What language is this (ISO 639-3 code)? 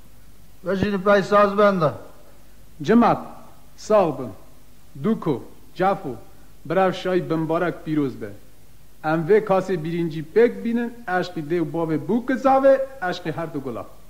kur